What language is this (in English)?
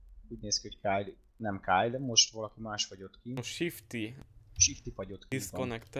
Hungarian